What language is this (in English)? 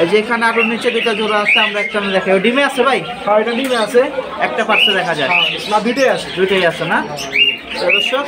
Bangla